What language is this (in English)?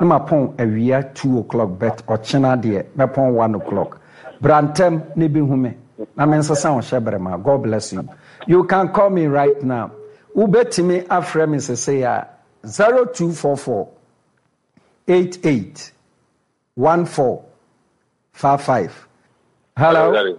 Akan